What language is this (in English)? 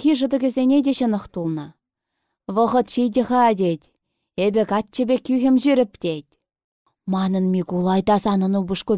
Chuvash